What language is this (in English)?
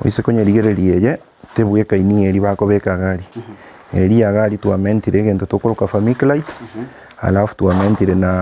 Gusii